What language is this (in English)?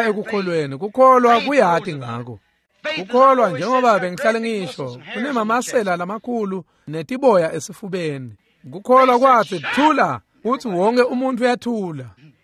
Swati